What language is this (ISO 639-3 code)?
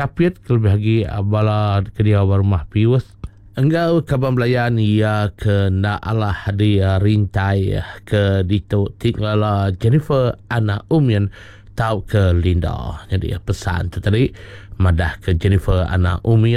iba